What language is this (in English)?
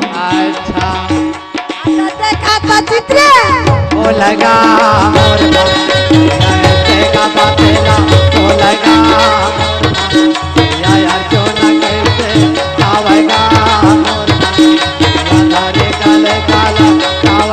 Chhattisgarhi